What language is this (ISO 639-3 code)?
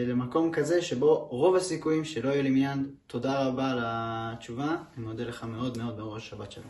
heb